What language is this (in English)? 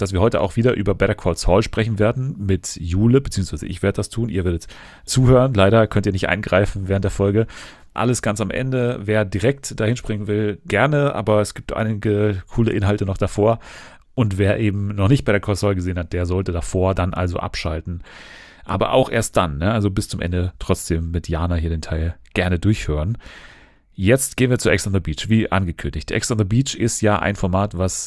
German